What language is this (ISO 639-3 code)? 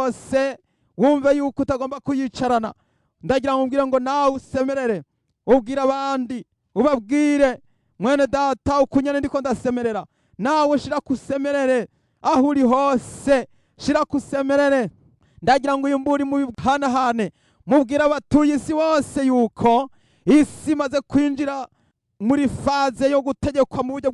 run